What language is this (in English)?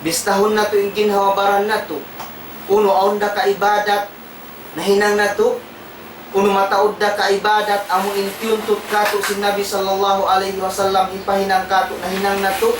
Tausug